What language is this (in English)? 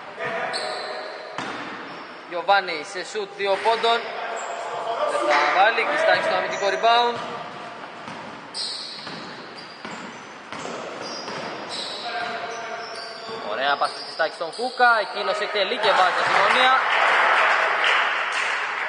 Greek